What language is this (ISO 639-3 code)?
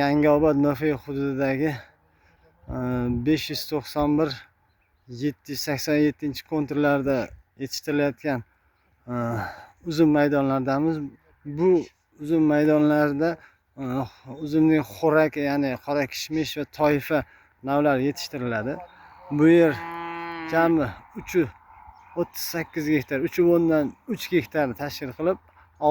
uzb